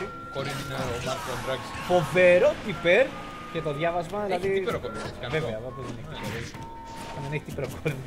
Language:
Greek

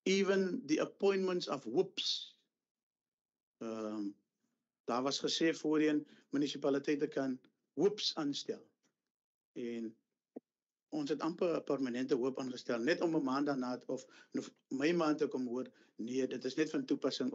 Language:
Afrikaans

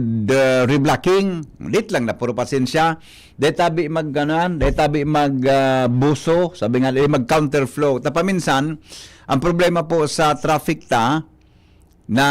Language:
Bikol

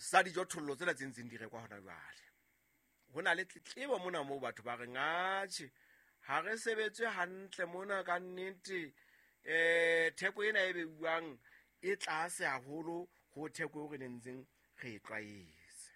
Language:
Southern Sotho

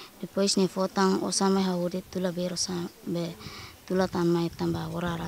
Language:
Tetum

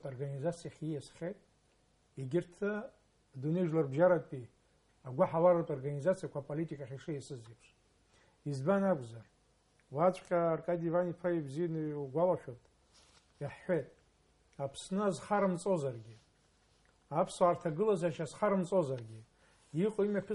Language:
Abkhazian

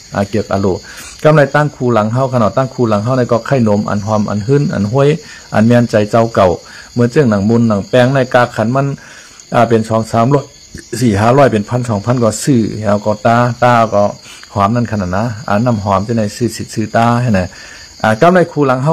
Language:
Shan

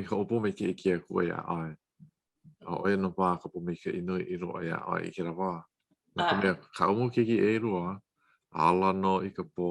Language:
Hawaiian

